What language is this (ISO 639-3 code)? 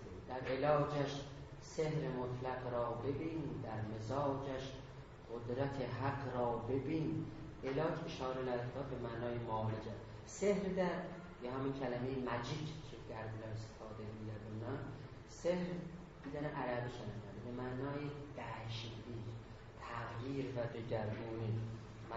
azb